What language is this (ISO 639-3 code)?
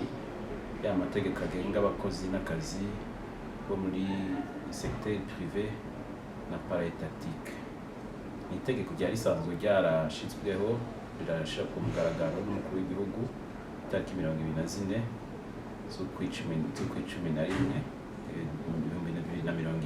run